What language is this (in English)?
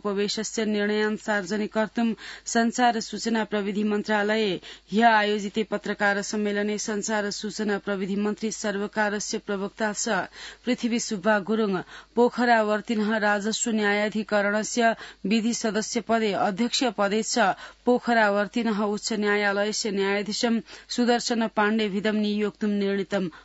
Sanskrit